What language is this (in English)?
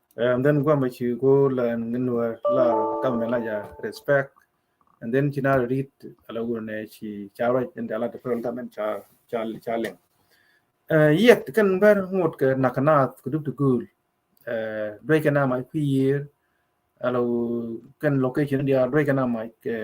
Nuer